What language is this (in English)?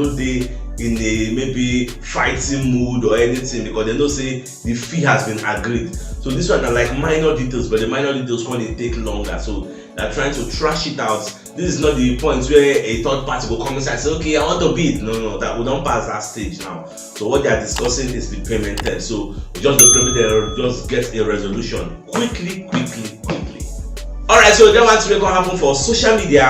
Nigerian Pidgin